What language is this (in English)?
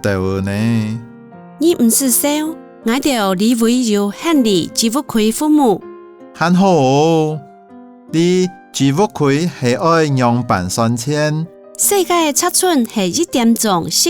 Hakka Chinese